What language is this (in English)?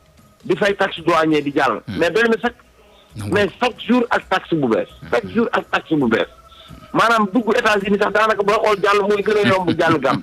Wolof